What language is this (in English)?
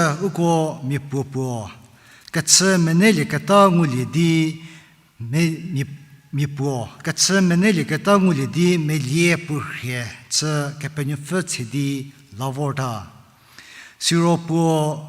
Angami Naga